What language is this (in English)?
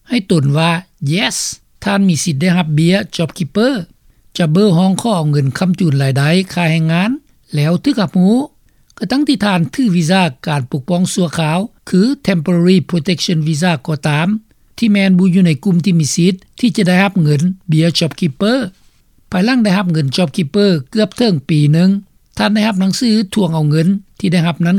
Lao